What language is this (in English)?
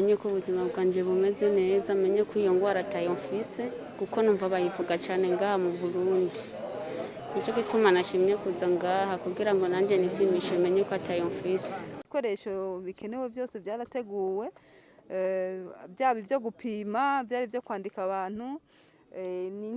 Rundi